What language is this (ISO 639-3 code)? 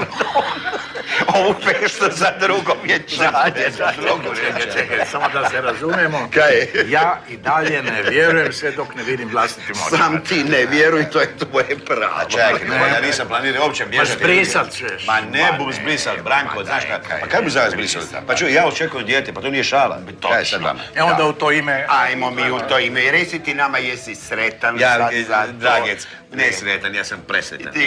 hrv